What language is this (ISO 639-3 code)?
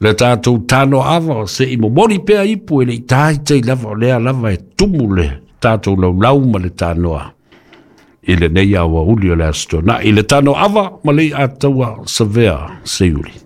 smo